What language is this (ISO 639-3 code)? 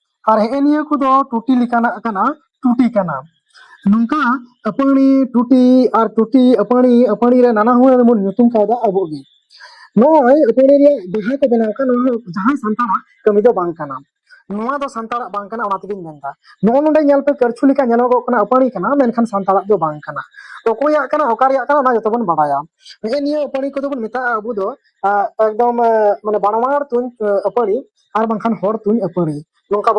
sat